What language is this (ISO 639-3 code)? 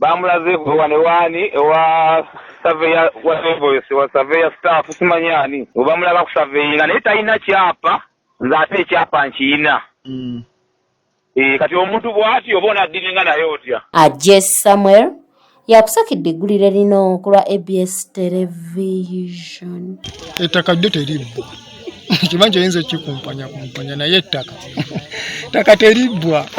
lug